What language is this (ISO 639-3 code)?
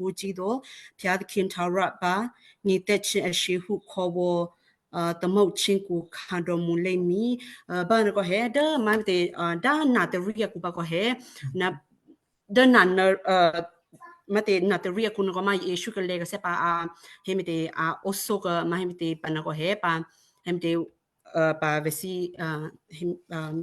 kyu